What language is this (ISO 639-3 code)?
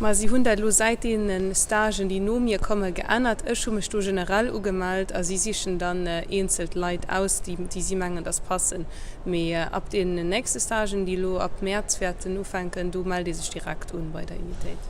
ltz